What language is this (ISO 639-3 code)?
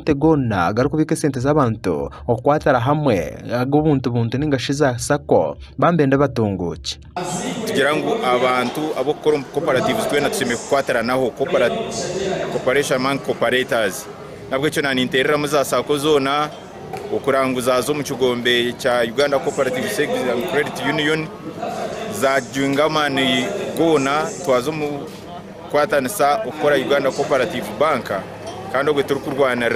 nyn